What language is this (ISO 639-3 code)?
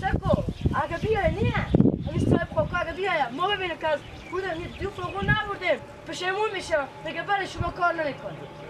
fas